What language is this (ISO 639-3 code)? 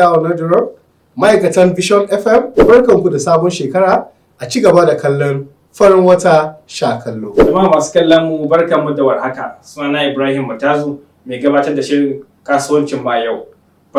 hau